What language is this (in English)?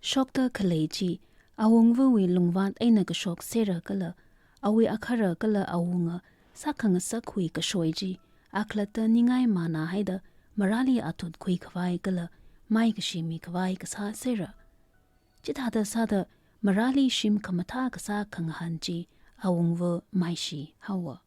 Tangkhul Naga (India)